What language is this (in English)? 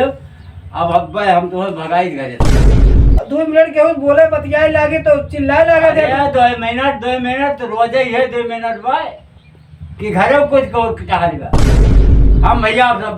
Awadhi